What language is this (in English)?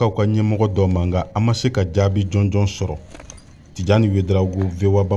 Bambara